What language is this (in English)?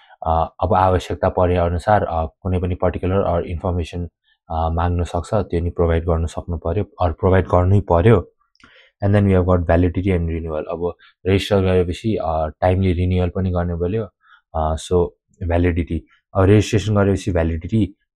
Nepali